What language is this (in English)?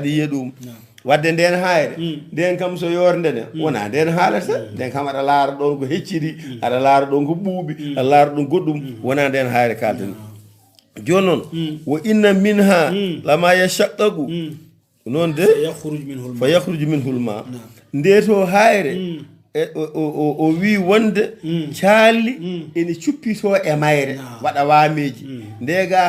Fula